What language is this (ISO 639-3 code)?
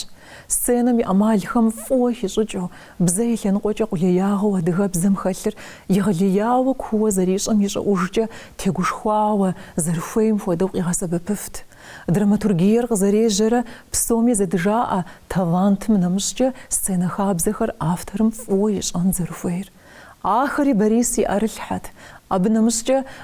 kbd